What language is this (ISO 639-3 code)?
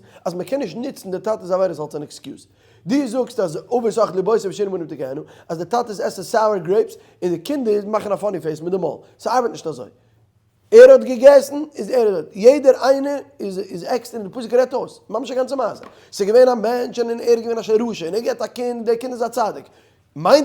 yid